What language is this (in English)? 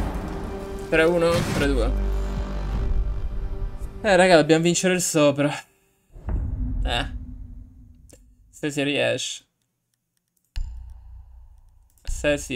Italian